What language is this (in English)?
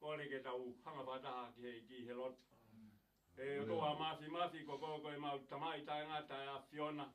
Tongan